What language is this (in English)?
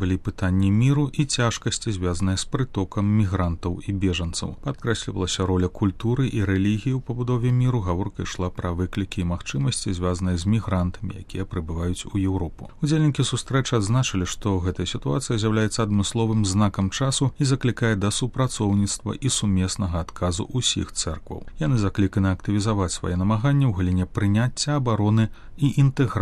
Belarusian